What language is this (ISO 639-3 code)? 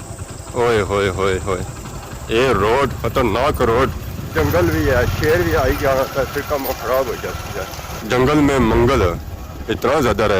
phr